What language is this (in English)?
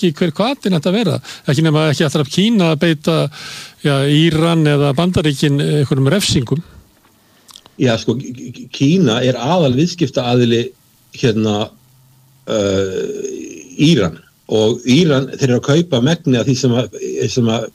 Icelandic